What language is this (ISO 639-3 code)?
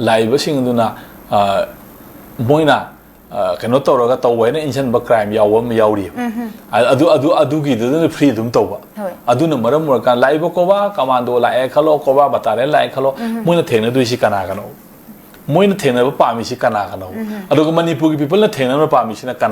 mni